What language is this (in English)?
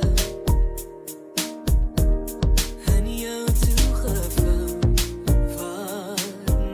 Afrikaans